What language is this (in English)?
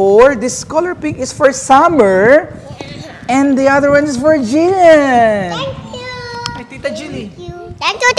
Filipino